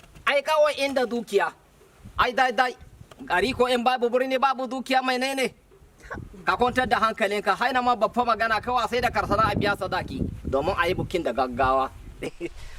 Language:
Hausa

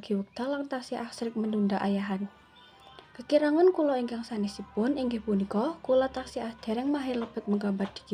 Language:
Javanese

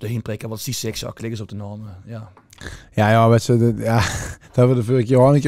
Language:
Limburgish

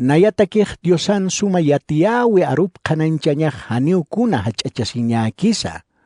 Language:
Aymara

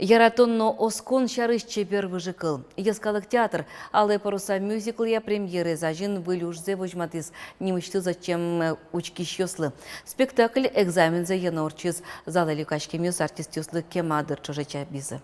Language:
Udmurt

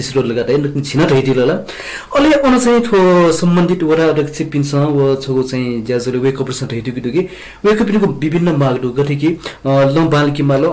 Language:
Newari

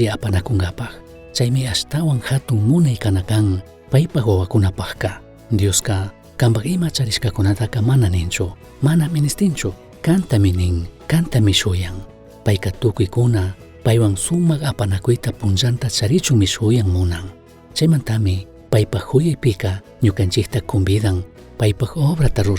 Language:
Chimborazo Highland Quichua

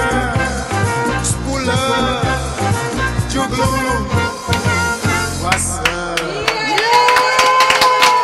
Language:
Dutch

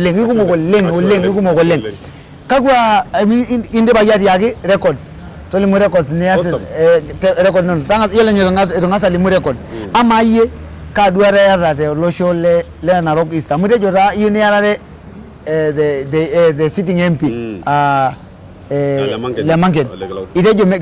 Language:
Masai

